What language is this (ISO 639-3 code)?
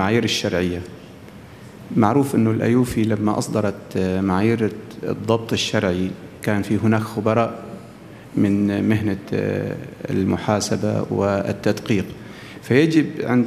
ara